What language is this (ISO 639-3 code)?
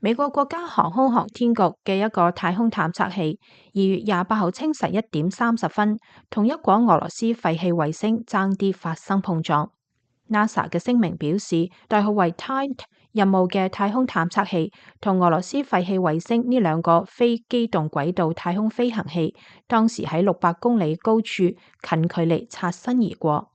yue